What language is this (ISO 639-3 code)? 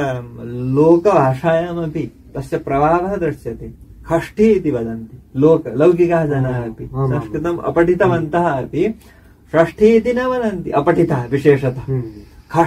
san